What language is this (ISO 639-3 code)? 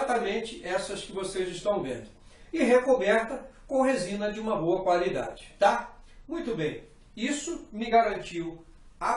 por